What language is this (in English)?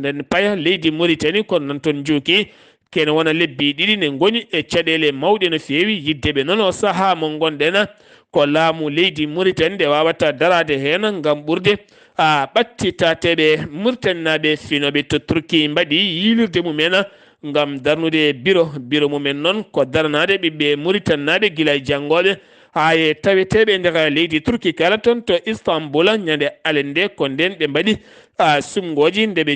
Fula